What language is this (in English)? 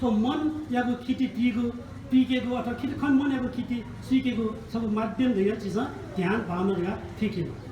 Newari